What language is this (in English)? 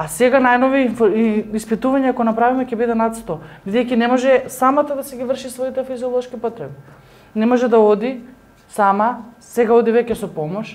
Macedonian